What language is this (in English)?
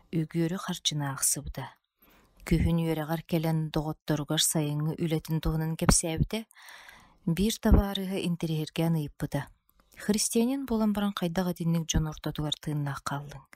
Yakut